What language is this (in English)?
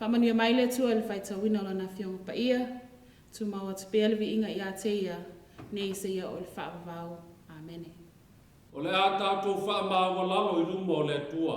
Samoan